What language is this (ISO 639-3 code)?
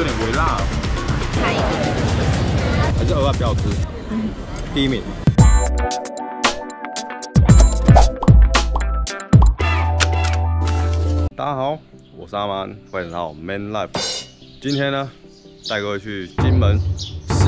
zho